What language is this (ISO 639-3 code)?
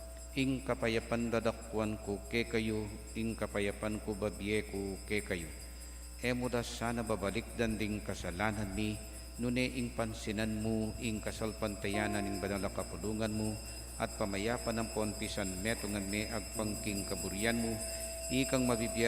pam